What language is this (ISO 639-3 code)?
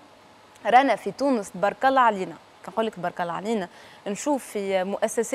aeb